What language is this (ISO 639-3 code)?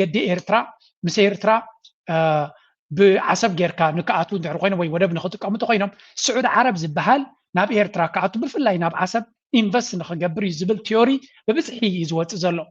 tir